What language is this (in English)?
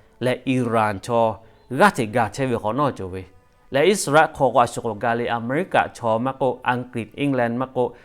Lahu